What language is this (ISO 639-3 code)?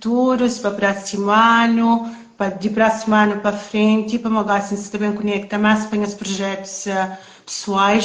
kea